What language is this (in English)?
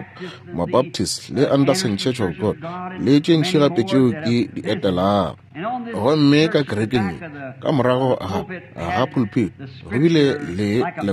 Northern Sotho